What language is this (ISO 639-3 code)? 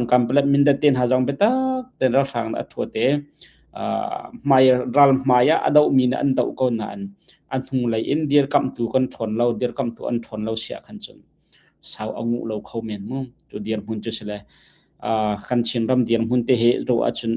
cnh